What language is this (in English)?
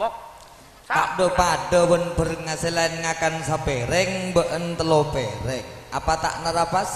Madurese